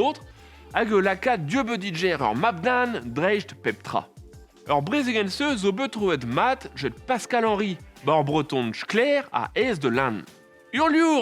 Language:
Breton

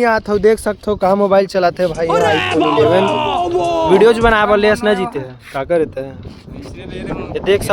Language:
Chhattisgarhi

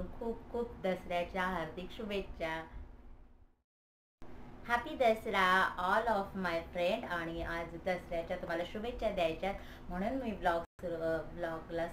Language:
Marathi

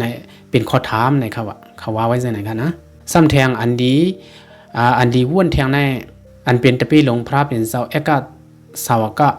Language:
Shan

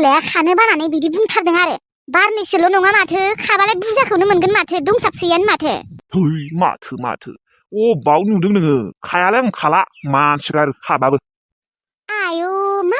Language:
Bodo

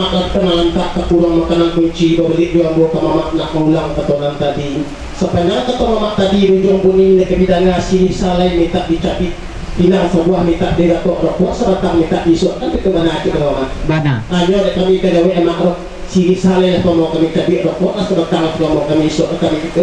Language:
Minangkabau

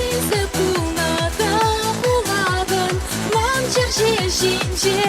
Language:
Chuvash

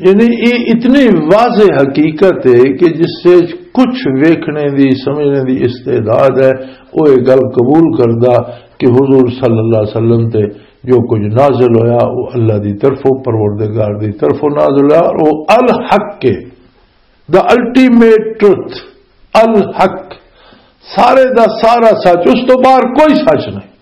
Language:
Western Panjabi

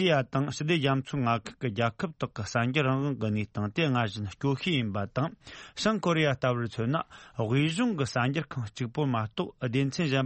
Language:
Tibetan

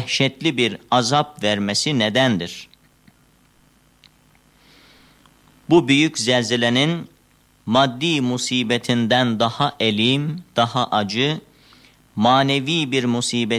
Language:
Turkish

